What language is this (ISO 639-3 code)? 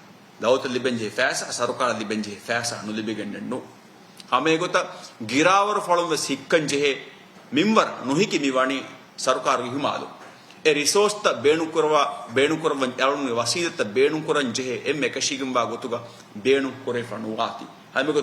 div